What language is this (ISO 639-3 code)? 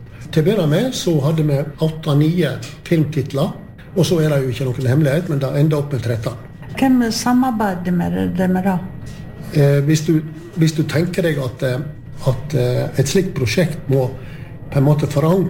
nor